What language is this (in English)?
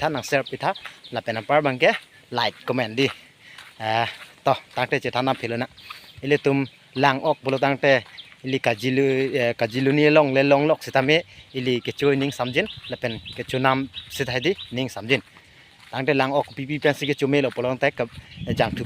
Karbi